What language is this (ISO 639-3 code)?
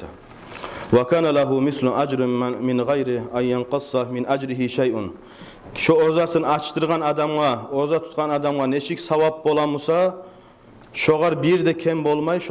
kum